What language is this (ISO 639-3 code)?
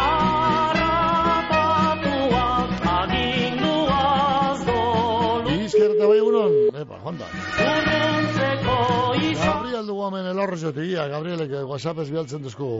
eus